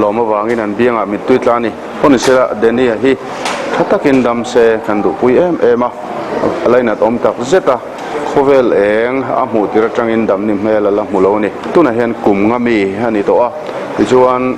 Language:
Mizo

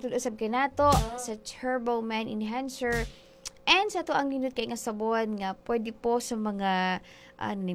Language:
Cebuano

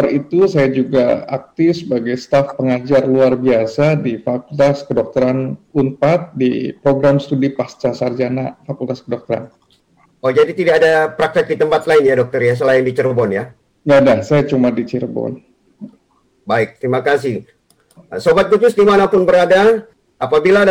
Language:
Indonesian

